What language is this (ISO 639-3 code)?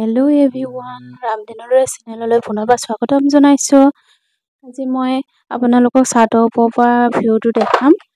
asm